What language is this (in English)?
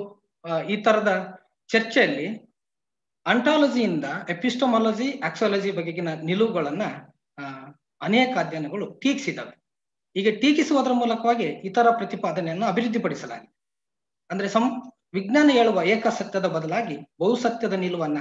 Kannada